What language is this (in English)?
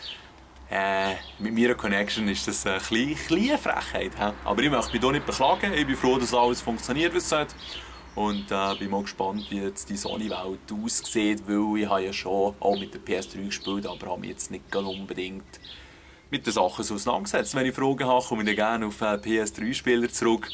Swiss German